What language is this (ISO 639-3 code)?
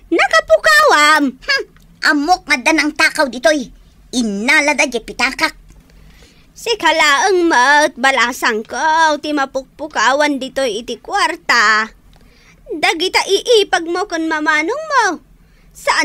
ilo